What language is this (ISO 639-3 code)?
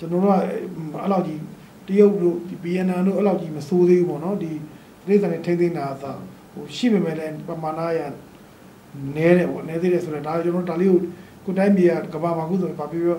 mya